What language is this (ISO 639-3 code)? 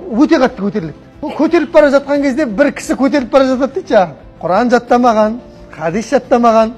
kaz